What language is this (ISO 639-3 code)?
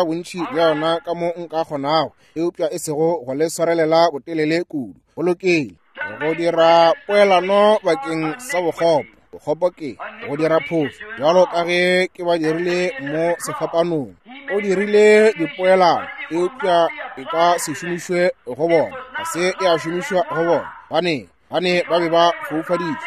nso